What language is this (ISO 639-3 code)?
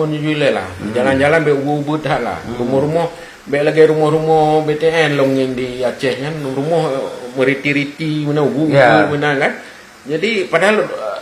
ace